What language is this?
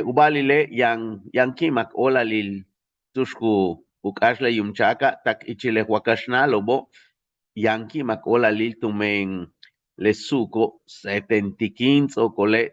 Yucateco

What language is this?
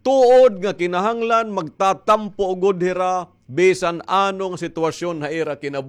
Waray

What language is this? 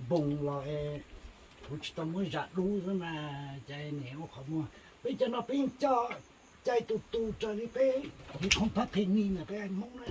Hmong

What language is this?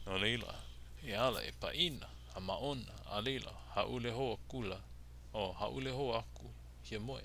Hawaiian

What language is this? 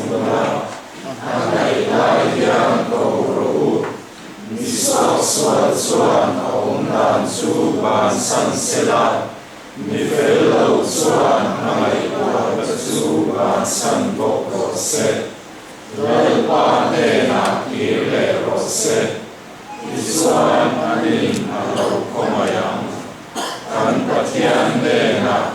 Mizo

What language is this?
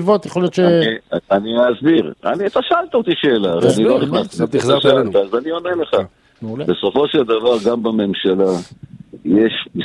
Hebrew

